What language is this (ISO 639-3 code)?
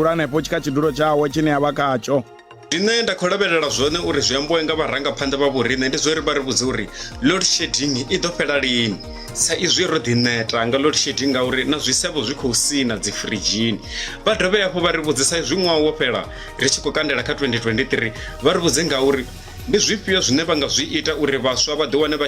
ven